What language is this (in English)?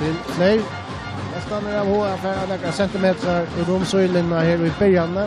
Faroese